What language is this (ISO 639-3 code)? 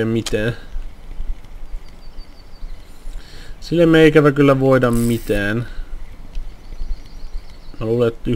fin